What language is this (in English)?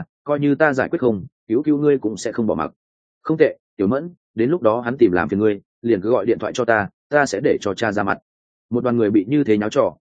Vietnamese